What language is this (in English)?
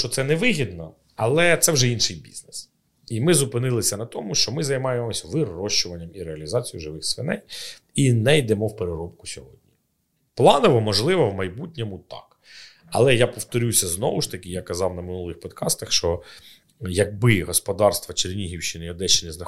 Ukrainian